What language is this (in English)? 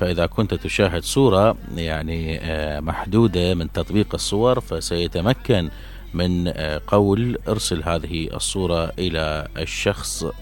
Mesopotamian Arabic